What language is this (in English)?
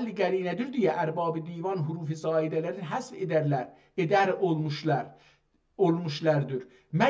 South Azerbaijani